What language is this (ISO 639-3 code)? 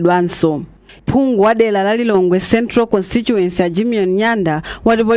nya